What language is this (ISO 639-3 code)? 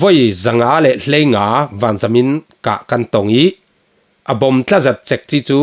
cfm